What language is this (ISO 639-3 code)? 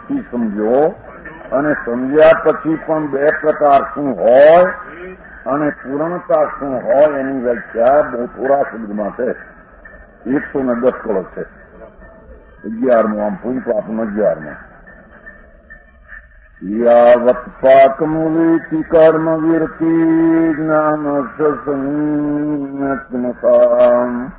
guj